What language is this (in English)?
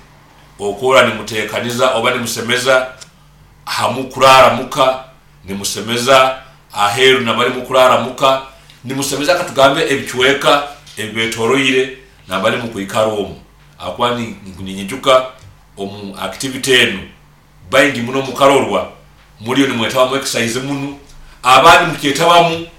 Nyoro